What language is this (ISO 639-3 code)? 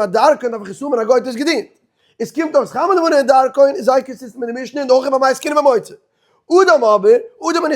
yid